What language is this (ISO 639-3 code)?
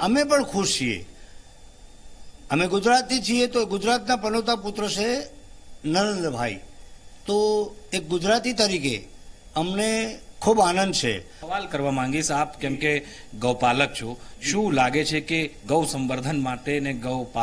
guj